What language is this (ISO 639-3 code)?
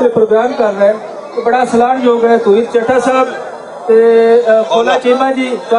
lah